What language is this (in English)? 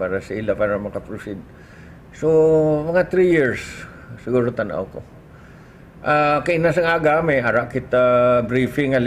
Hiligaynon